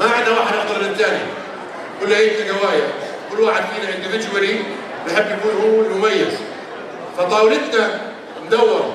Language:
North Levantine Arabic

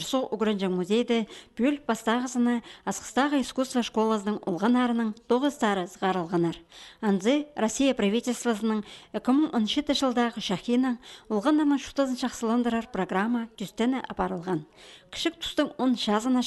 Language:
Khakas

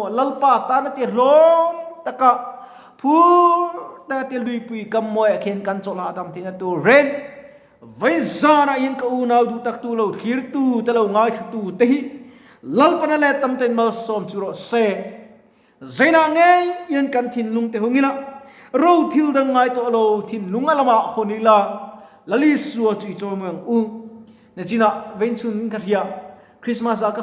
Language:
Mizo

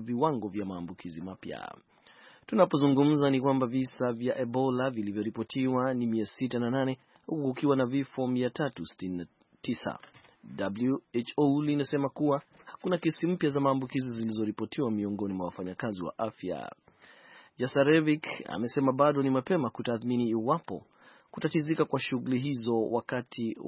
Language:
Swahili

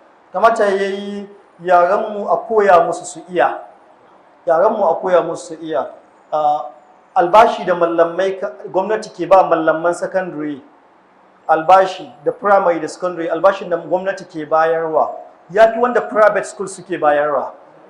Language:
Hausa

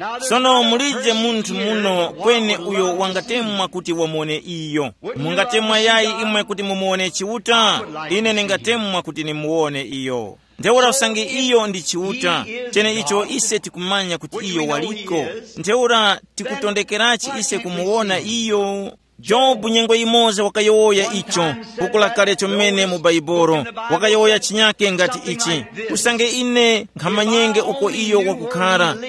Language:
Tumbuka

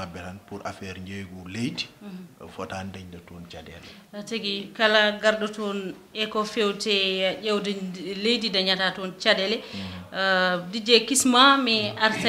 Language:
Fula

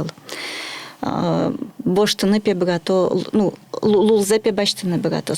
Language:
Udmurt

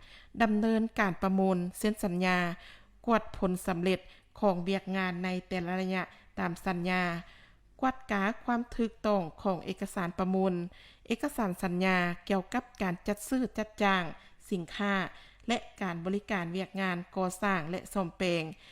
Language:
Lao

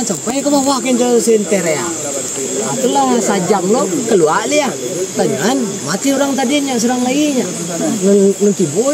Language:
Minangkabau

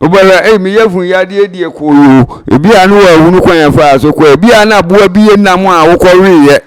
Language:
Akan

